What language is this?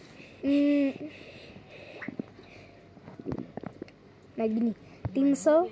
Indonesian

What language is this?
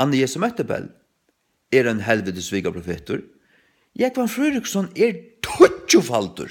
Faroese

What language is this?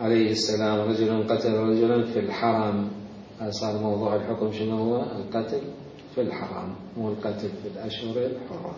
Mesopotamian Arabic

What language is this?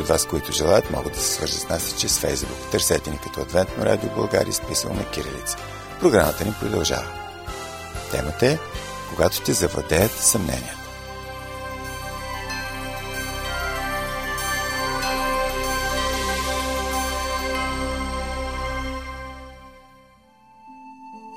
Bulgarian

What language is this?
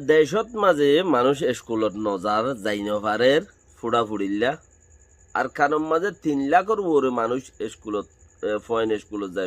Rohingya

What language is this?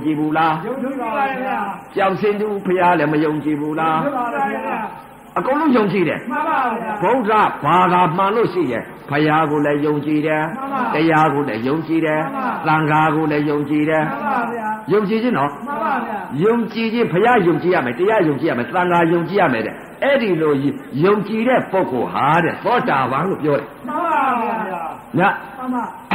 Burmese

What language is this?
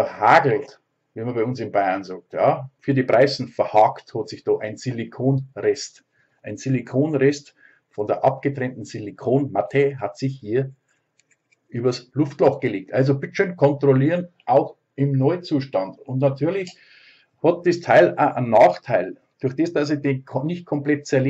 Bavarian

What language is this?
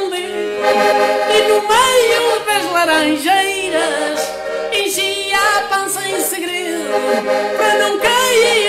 Portuguese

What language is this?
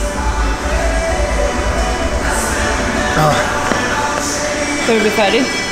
Swedish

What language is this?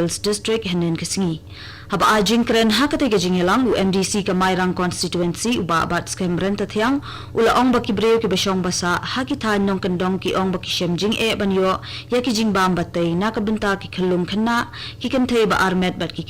Khasi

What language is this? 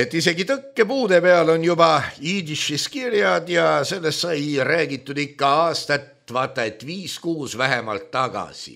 Estonian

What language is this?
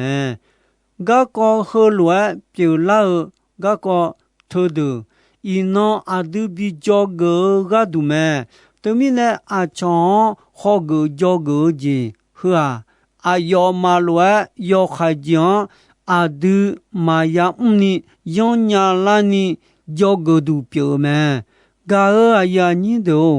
Akha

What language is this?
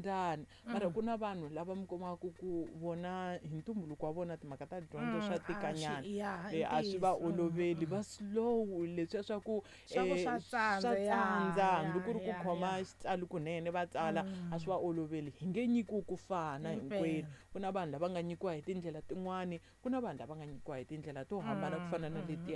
Tsonga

